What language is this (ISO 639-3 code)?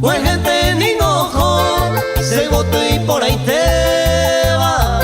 grn